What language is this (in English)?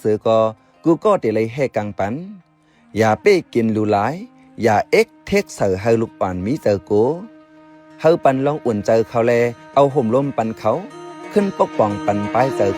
Shan